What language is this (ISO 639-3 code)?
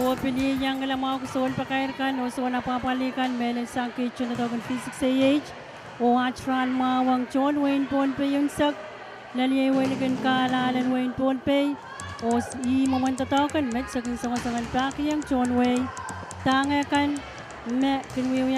pon